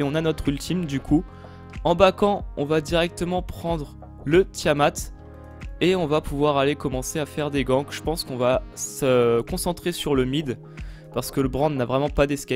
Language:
French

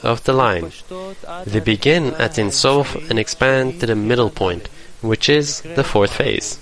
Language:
English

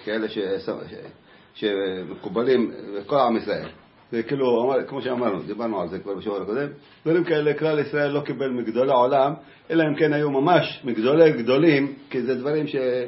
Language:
Hebrew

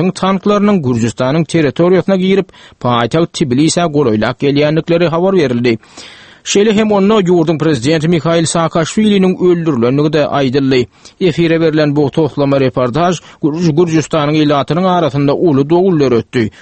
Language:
Turkmen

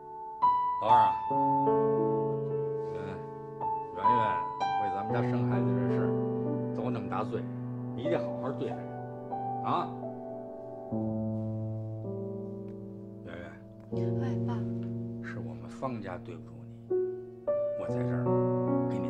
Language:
Chinese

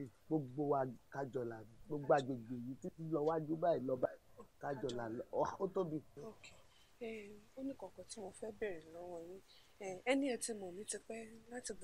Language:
Yoruba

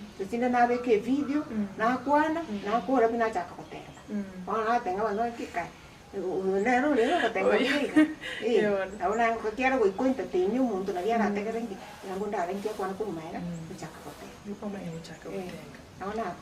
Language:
Gusii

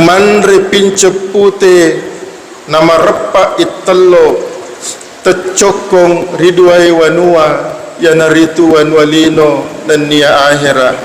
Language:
Buginese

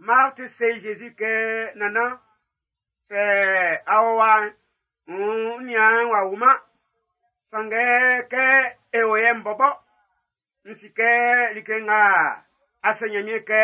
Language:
Baoulé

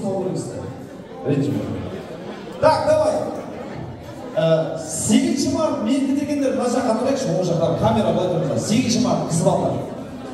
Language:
Kazakh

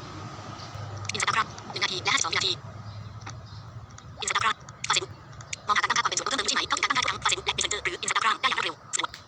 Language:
Lao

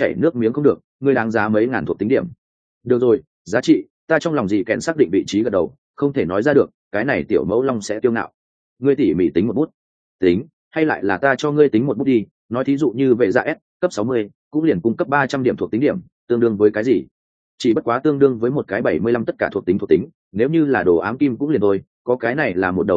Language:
Vietnamese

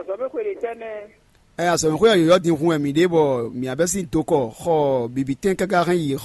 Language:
Fon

